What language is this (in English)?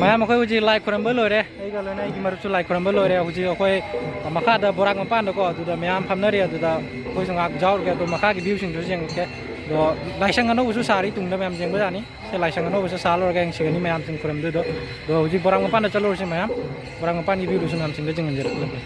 Manipuri